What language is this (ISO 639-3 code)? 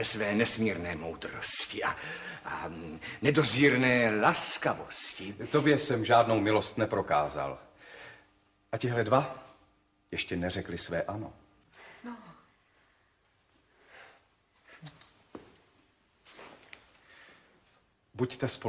ces